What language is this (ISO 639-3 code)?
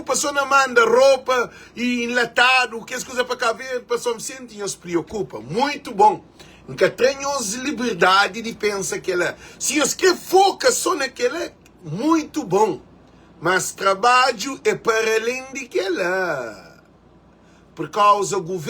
kea